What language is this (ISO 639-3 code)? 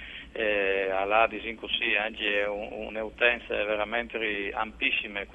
fur